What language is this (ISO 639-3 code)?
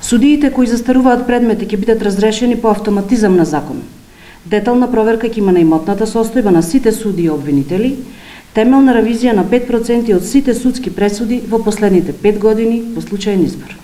mkd